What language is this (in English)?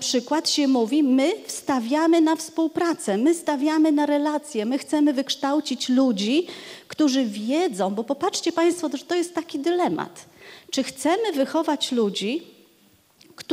Polish